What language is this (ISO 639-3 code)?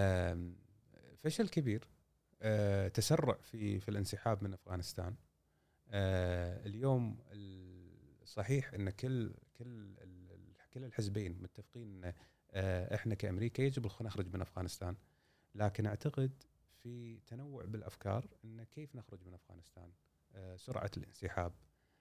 afb